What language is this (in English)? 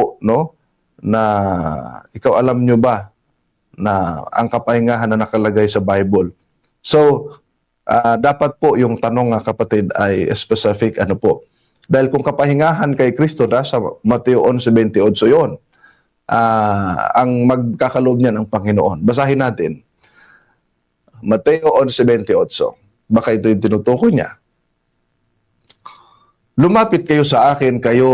Filipino